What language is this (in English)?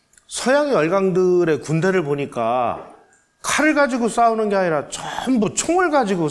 Korean